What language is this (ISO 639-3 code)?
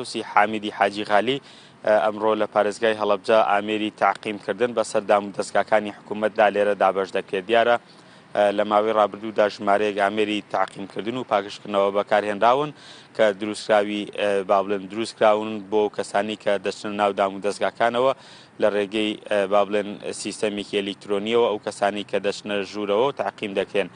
ckb